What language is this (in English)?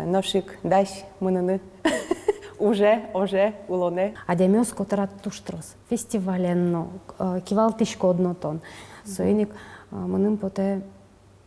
Udmurt